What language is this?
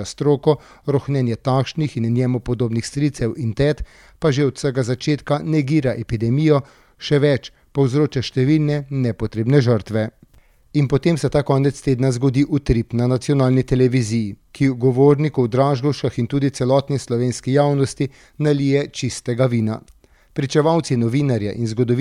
Slovenian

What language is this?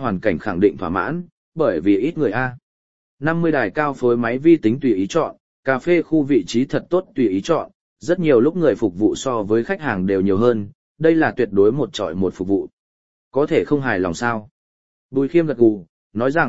Vietnamese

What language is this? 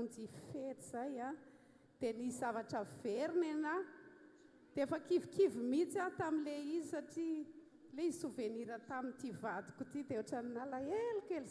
Malagasy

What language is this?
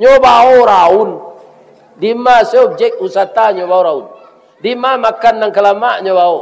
Minangkabau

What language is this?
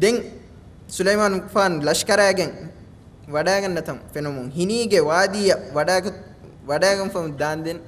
Divehi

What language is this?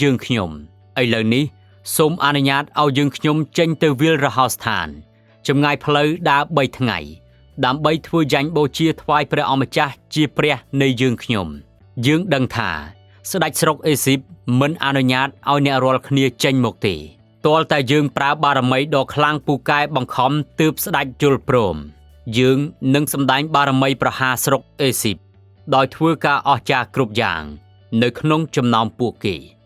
Khmer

